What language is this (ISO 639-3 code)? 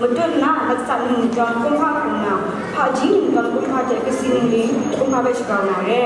kac